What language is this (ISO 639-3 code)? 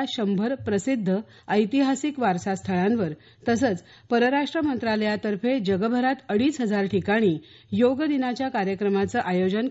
mar